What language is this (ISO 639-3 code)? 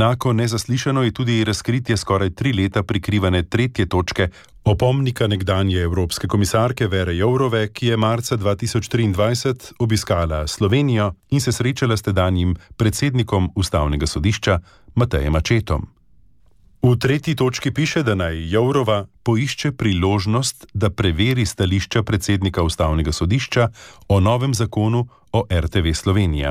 slv